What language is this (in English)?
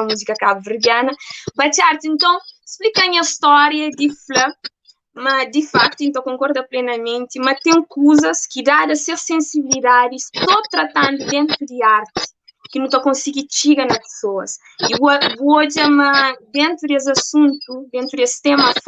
Kabuverdianu